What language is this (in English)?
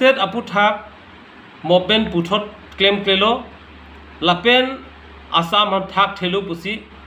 Karbi